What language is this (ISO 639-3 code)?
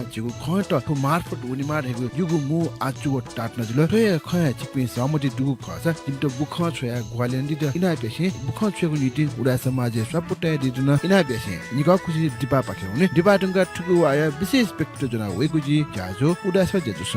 new